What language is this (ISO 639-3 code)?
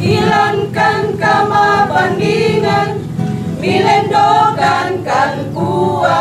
sda